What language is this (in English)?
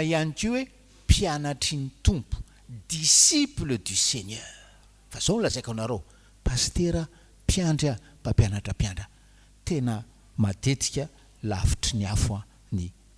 Malagasy